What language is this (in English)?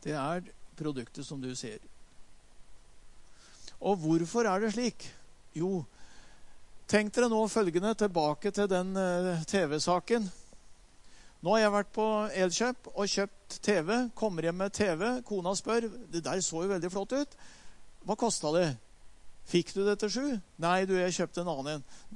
Norwegian